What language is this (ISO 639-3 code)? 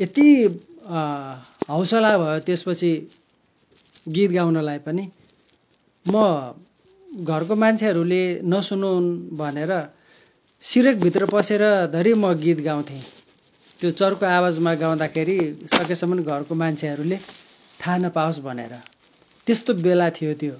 nep